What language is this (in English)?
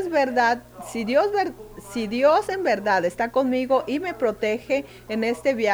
Spanish